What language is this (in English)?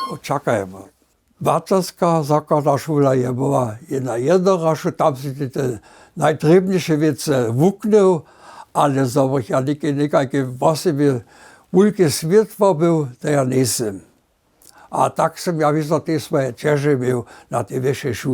Upper Sorbian